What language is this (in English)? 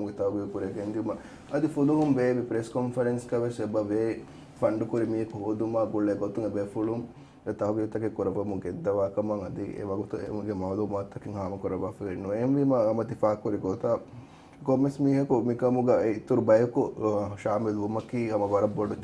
Divehi